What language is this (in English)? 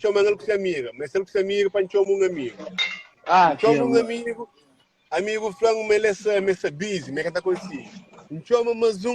Kabuverdianu